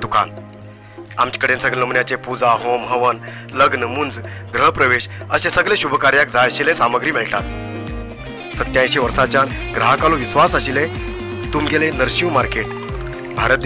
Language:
Konkani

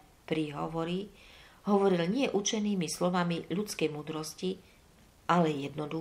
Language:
Slovak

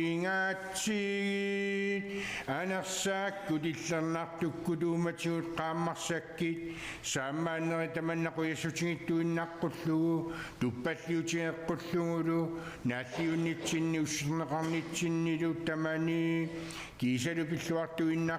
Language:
Kalaallisut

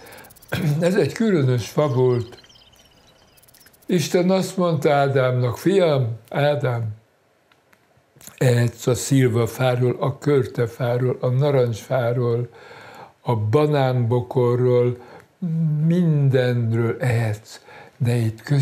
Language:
Hungarian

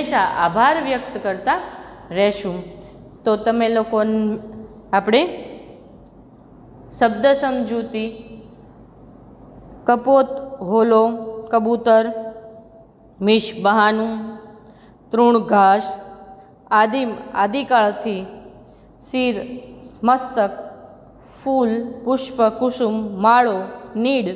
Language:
Gujarati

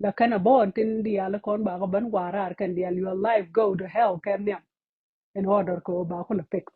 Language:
Nuer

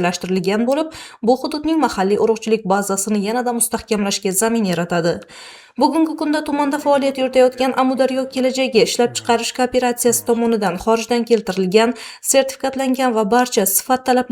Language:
Uzbek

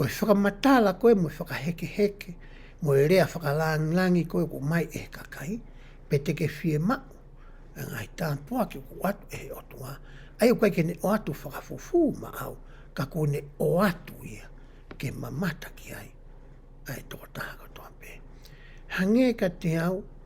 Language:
Tongan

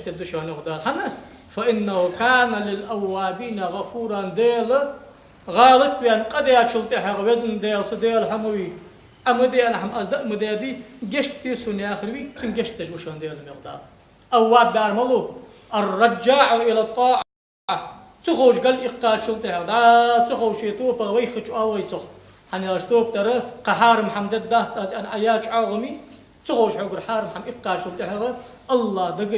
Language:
Ingush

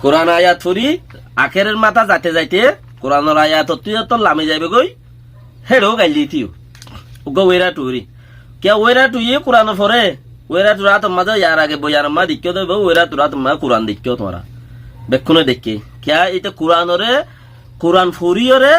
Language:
Rohingya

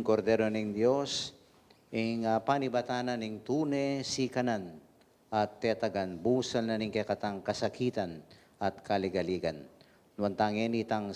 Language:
Pampanga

